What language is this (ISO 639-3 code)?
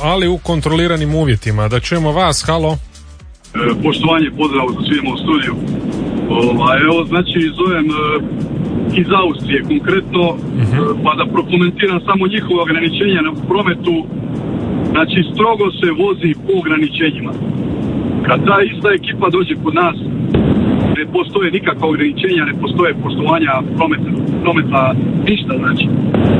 hrv